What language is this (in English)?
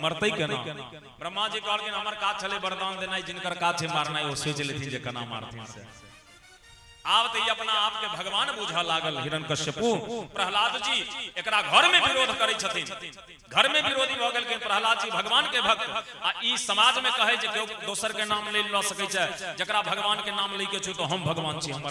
Maithili